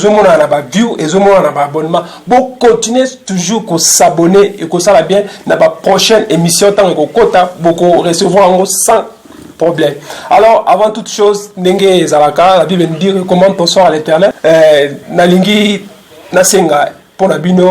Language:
Lingala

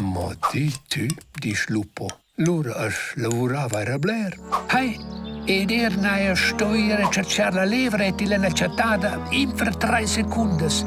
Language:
Romansh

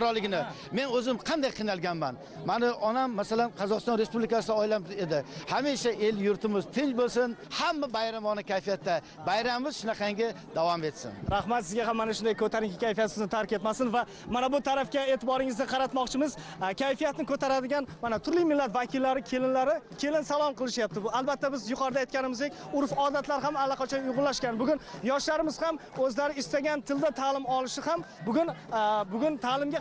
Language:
Uzbek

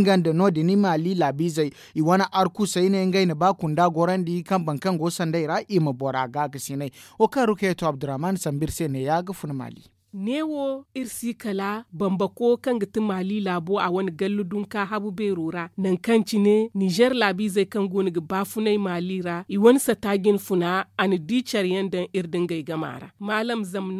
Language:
Zarma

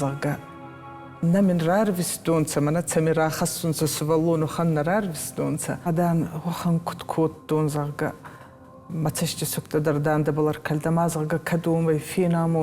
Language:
Ossetic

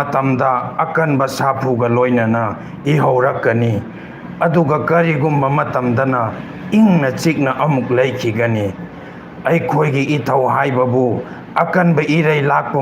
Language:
Manipuri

